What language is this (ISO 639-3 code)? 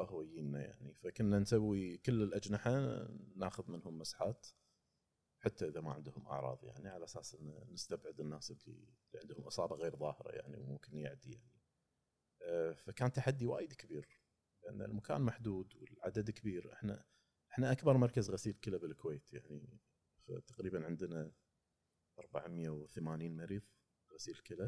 afb